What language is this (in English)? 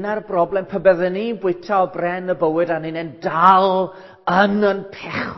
Welsh